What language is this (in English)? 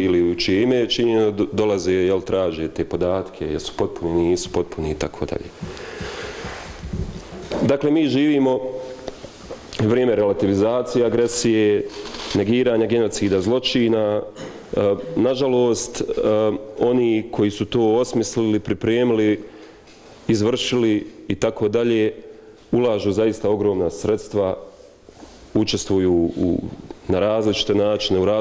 Bosnian